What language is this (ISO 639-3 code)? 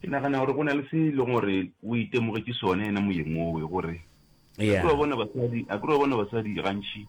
nso